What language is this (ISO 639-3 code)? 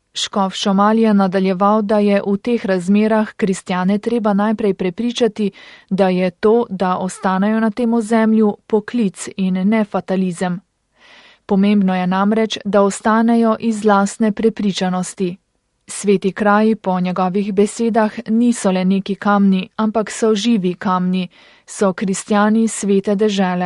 slv